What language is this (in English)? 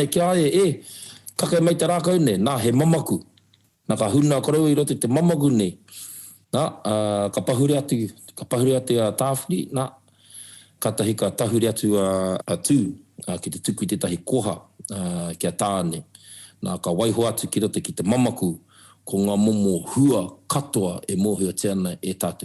Māori